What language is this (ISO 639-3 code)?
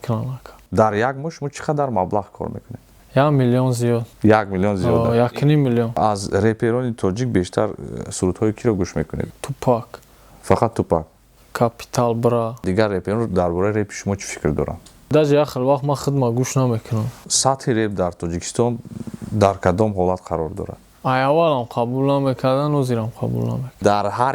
tgk